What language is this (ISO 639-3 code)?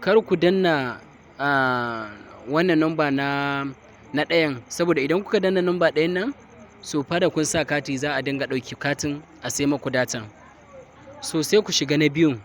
hau